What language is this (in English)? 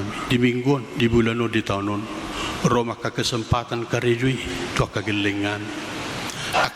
Batak Toba